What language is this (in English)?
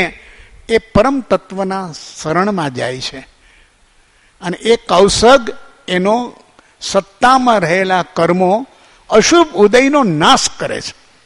Gujarati